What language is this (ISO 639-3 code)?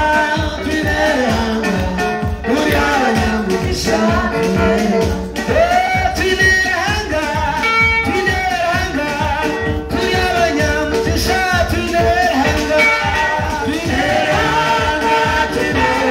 kin